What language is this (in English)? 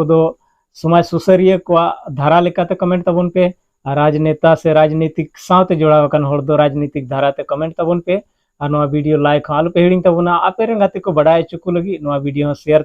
Santali